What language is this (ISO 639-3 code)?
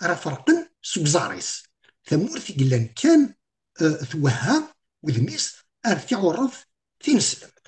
kab